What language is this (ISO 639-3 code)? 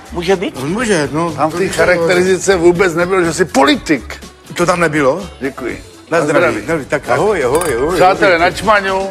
ces